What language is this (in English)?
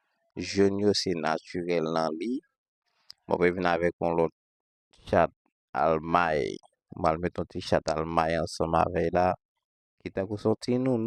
Haitian Creole